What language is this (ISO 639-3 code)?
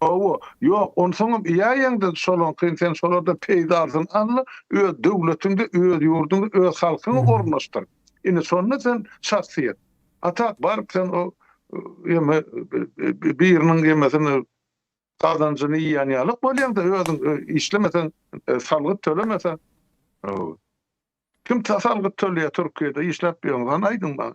tuk